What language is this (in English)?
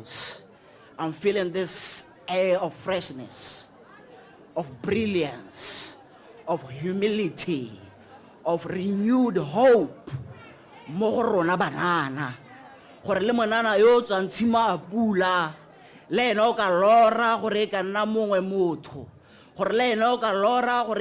Tswana